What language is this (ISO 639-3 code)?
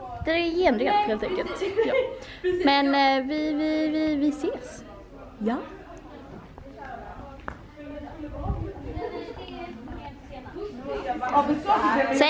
swe